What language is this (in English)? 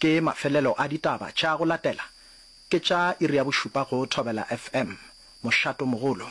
Northern Sotho